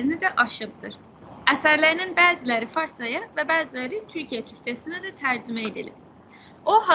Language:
South Azerbaijani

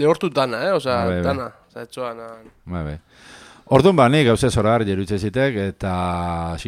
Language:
Basque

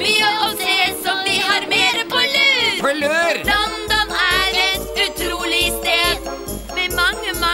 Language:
Norwegian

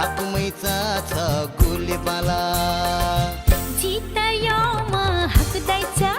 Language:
Newari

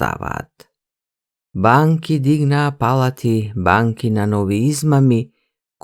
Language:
Macedonian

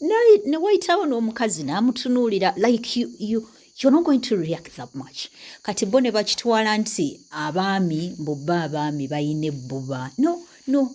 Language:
Ganda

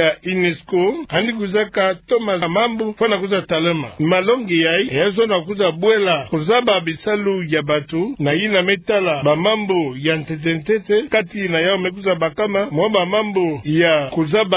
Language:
Kituba (Democratic Republic of Congo)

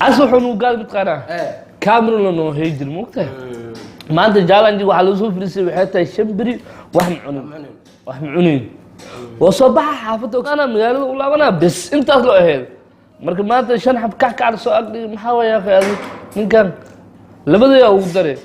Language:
Somali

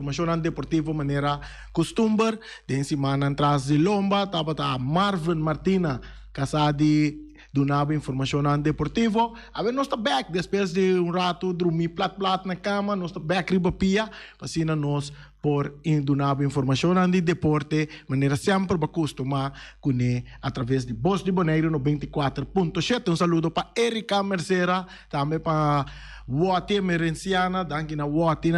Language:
Papiamento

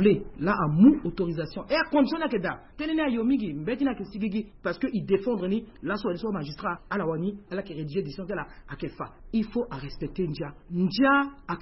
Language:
Sango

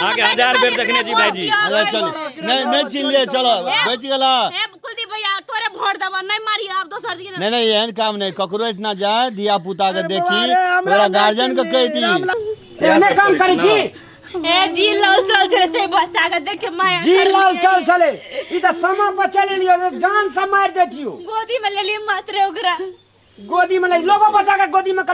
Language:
Maithili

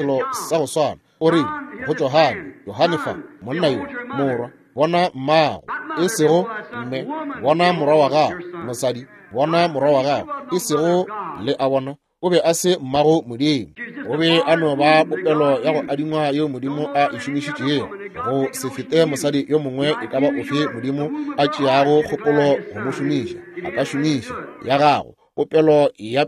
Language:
Northern Sotho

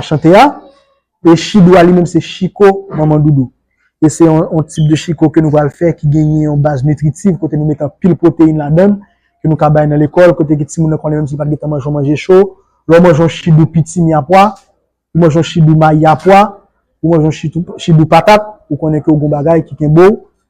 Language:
Haitian Creole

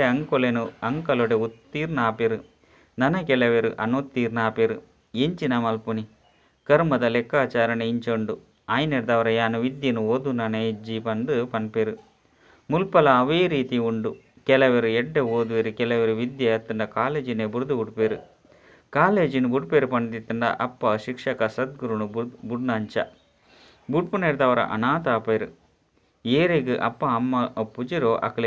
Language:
Tulu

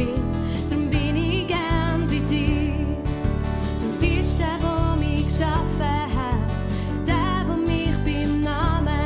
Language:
Swiss German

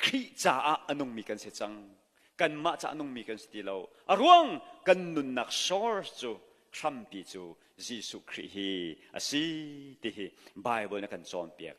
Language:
Hakha Chin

